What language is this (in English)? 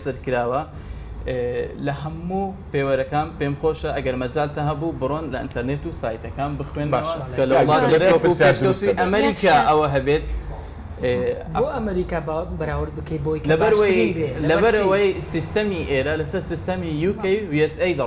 Central Kurdish